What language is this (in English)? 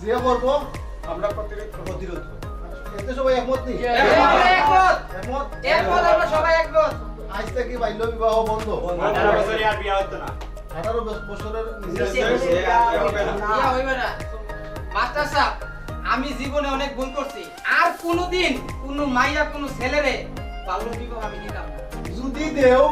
Sylheti